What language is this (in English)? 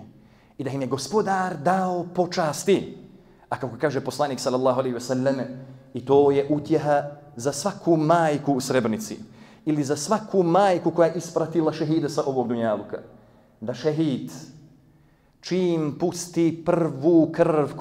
Bosnian